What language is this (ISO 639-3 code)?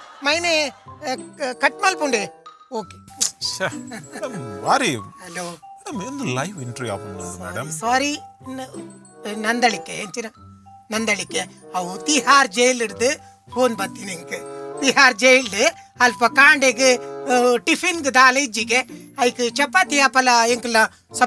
tcy